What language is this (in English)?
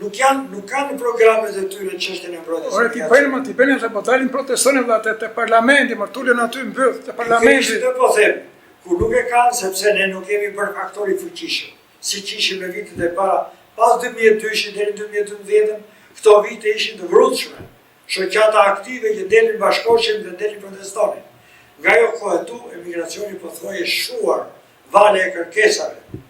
Albanian